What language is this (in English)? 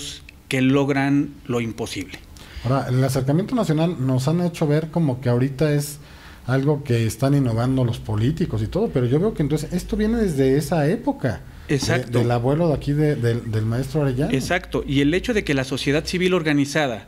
Spanish